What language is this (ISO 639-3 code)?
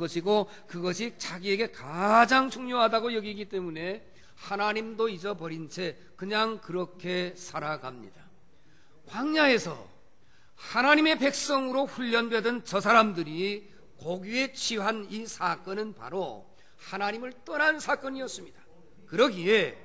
kor